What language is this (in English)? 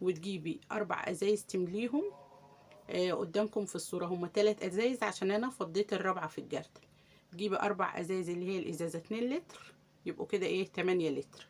Egyptian Arabic